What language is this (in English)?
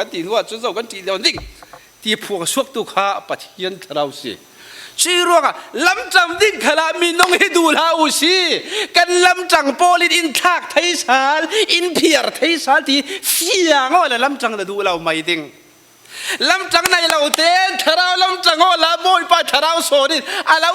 Falam Chin